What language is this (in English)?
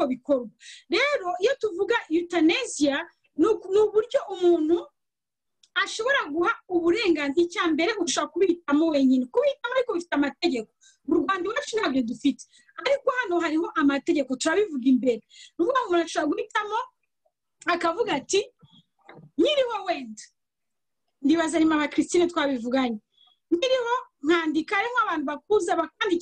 Kinyarwanda